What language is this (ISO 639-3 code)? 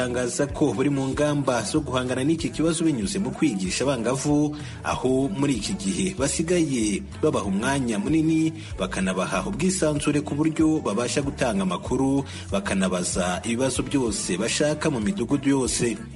kin